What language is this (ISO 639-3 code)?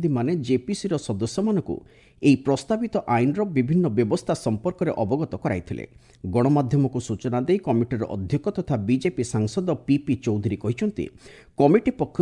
ori